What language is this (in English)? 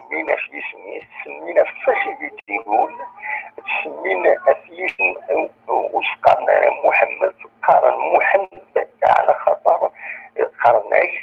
Kabyle